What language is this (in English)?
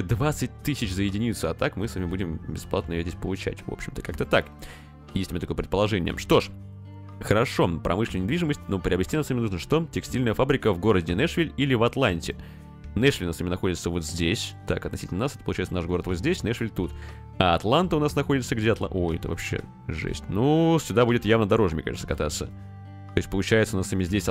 Russian